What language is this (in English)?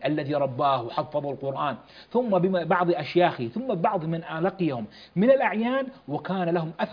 Arabic